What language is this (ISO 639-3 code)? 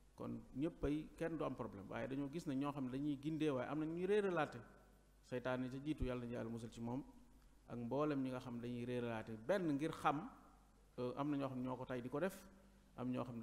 wol